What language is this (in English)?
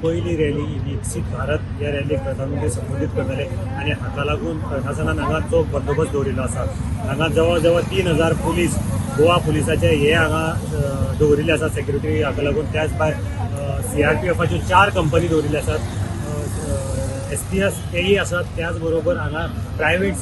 Konkani